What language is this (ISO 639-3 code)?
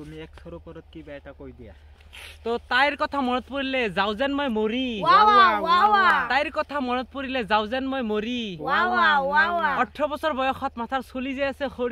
asm